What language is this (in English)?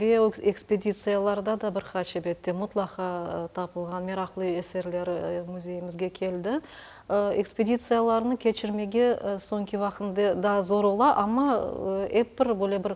Crimean Tatar